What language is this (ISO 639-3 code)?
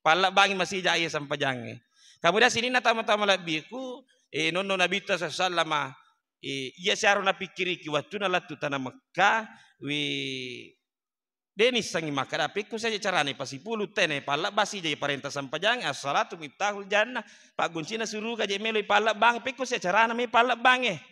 bug